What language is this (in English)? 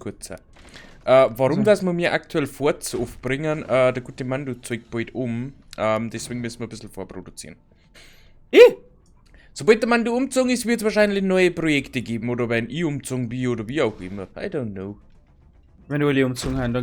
Bavarian